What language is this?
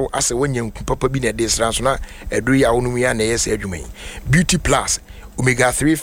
Akan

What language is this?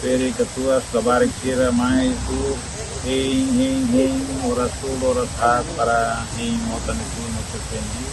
Tetum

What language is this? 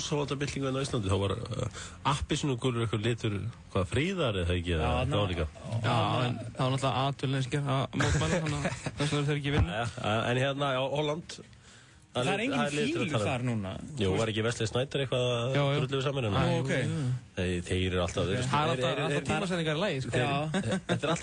Icelandic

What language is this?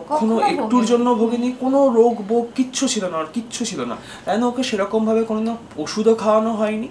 Bangla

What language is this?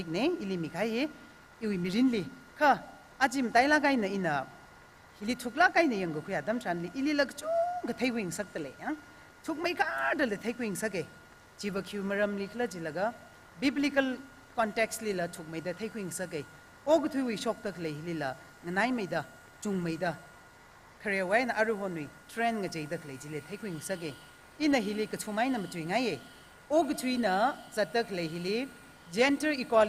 Tangkhul Naga (India)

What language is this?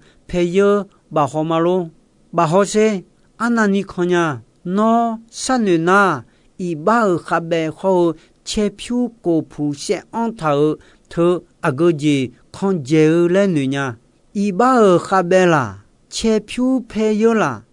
Akha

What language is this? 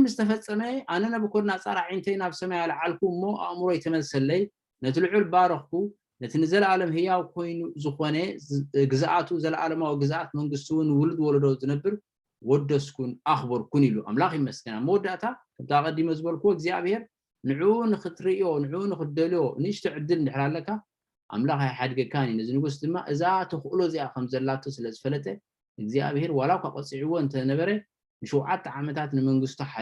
Tigrinya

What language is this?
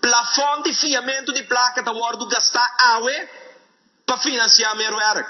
Papiamento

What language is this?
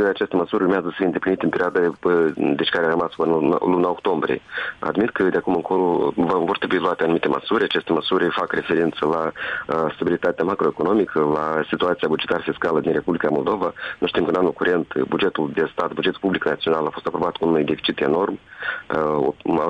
Romanian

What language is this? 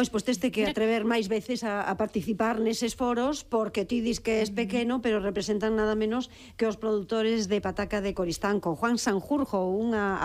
Galician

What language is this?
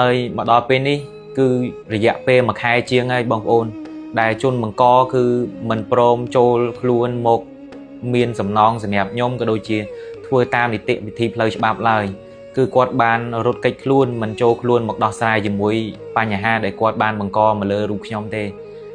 Khmer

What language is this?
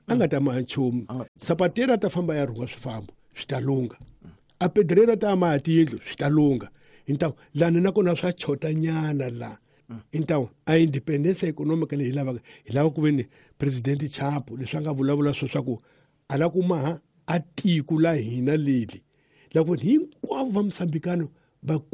Tsonga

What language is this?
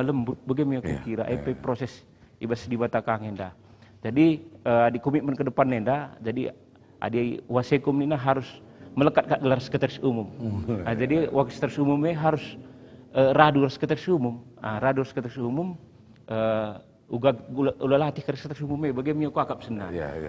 Batak Karo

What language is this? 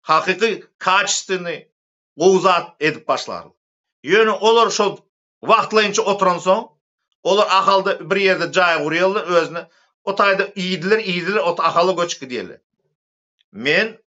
Turkmen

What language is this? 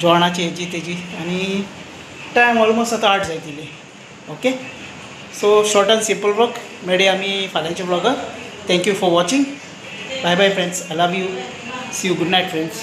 Konkani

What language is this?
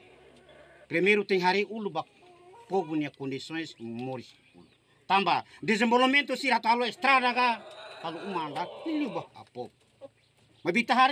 Tetum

